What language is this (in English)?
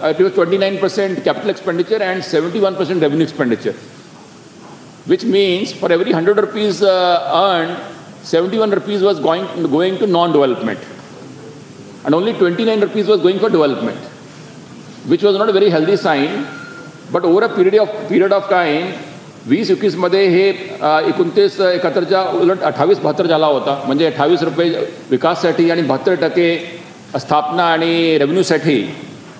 Marathi